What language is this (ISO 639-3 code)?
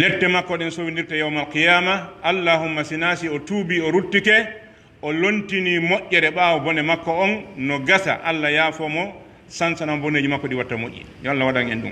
fuf